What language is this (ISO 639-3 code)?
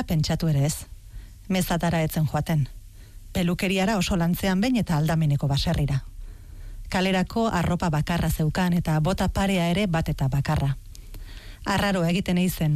eus